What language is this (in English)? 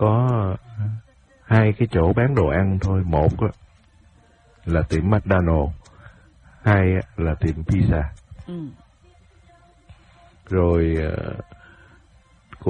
Vietnamese